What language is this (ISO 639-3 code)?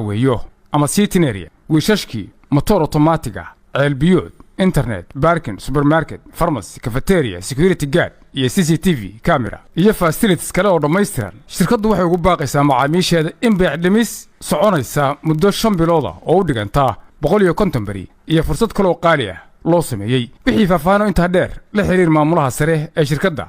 som